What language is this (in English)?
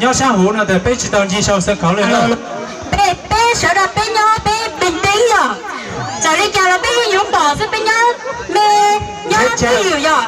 Hmong